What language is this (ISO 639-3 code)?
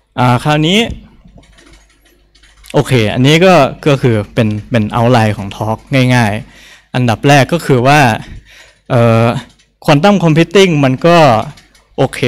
tha